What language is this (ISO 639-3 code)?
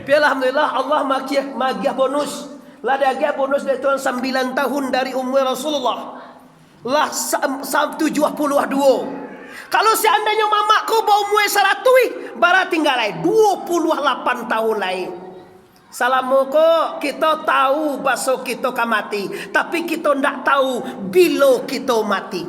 min